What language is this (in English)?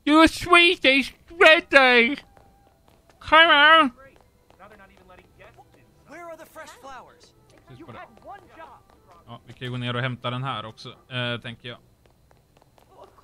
Swedish